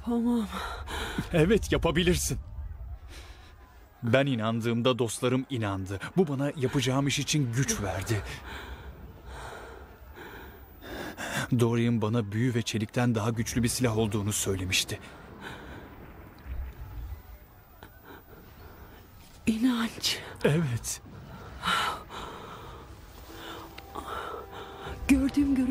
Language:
Turkish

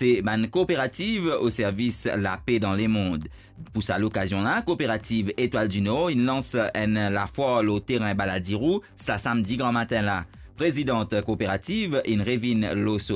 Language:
Morisyen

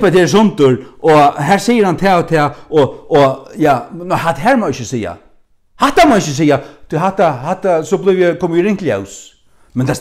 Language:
Faroese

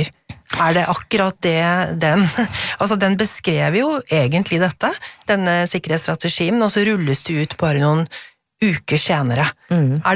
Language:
Norwegian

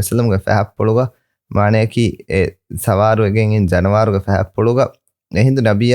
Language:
Divehi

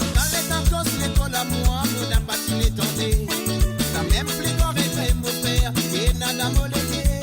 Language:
Morisyen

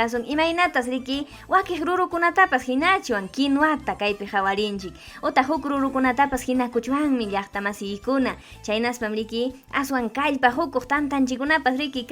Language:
Ayacucho Quechua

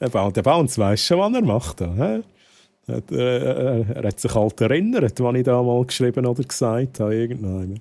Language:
Swiss German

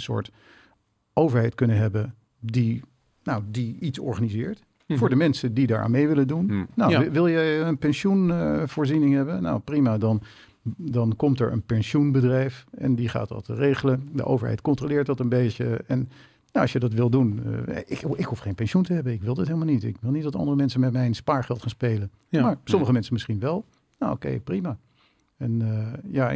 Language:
Dutch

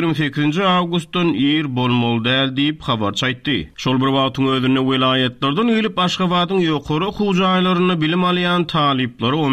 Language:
Turkmen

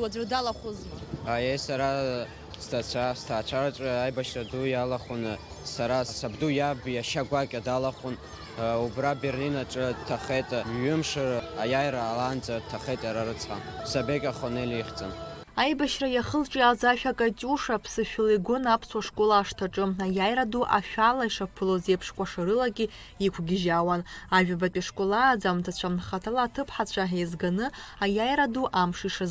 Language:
Abkhazian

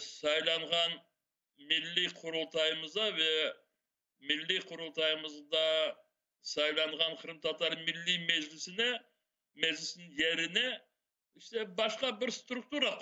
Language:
Crimean Tatar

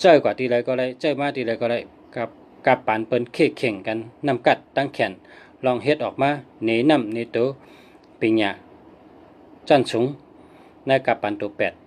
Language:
Shan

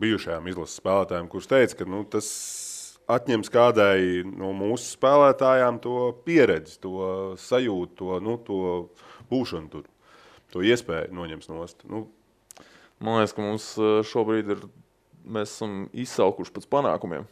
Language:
Latvian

